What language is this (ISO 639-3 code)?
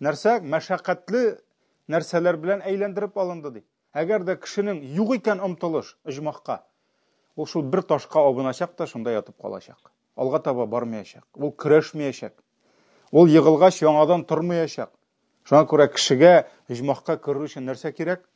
tat